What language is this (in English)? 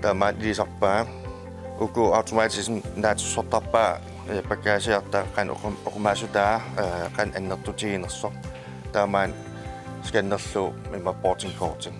Kalaallisut